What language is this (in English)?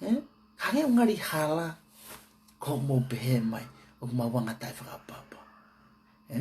Tongan